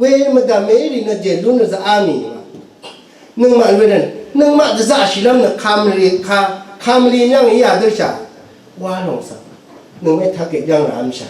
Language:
Rawang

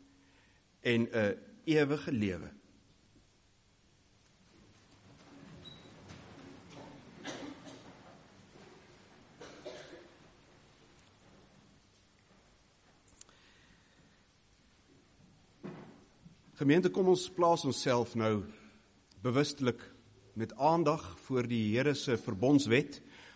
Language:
Afrikaans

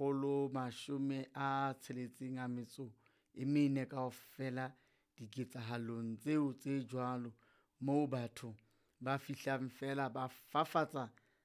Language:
Southern Sotho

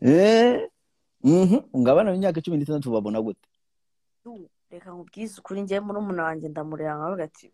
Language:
Kinyarwanda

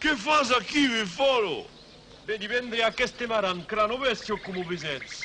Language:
Occitan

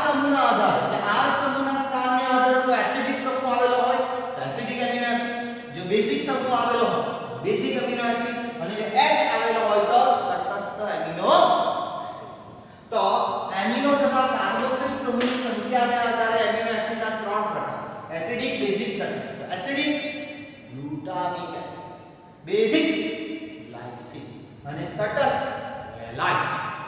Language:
Gujarati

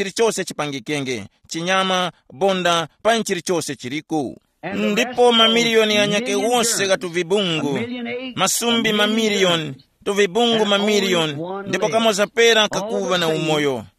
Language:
Tumbuka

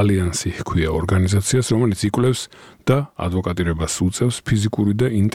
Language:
Georgian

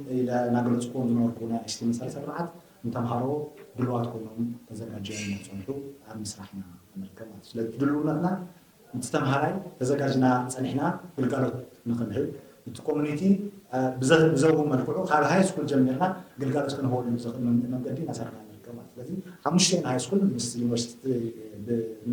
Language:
Tigrinya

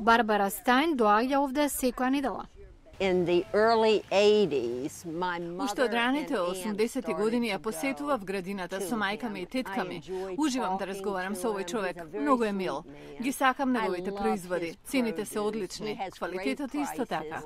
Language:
Macedonian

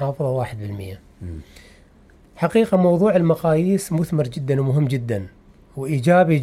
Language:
Mesopotamian Arabic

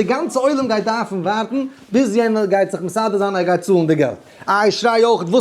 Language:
Yiddish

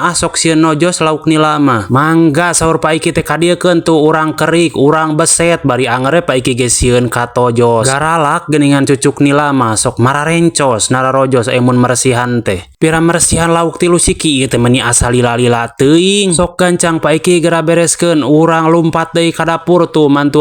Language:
Sundanese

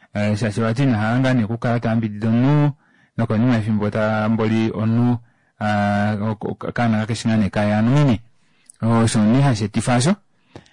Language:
Kuanyama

